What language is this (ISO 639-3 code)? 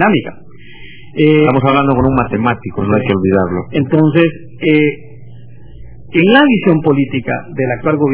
spa